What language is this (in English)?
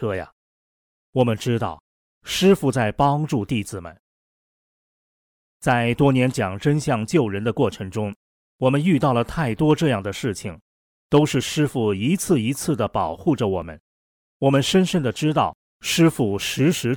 Chinese